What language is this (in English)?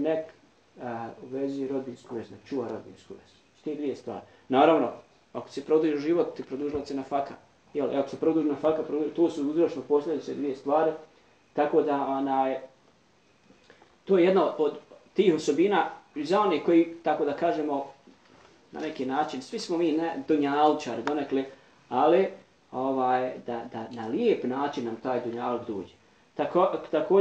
Bosnian